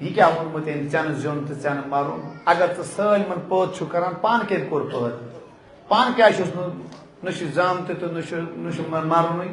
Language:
Kashmiri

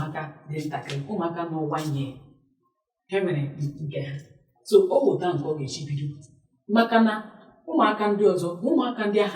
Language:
Igbo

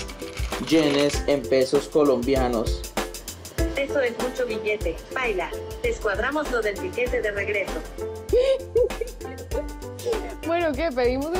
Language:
Spanish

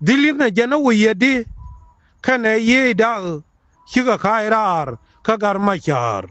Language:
Nuer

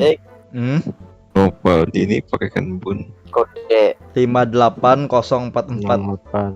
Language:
Banjar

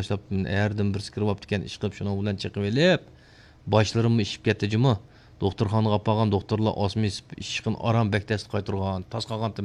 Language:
Uyghur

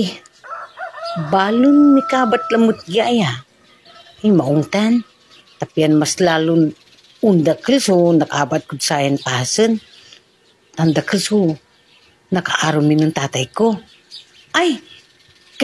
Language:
Pangasinan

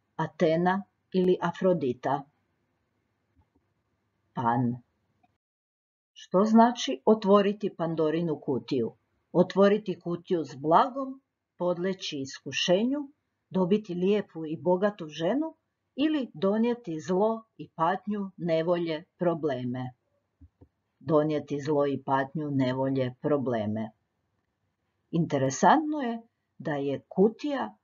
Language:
Croatian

